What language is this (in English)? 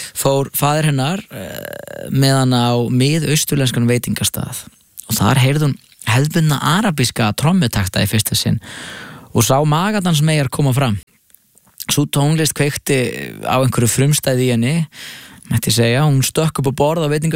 Icelandic